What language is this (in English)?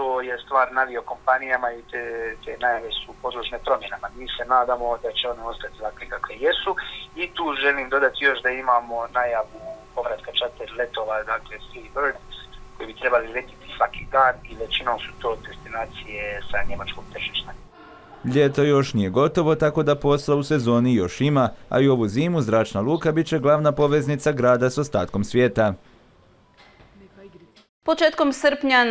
Croatian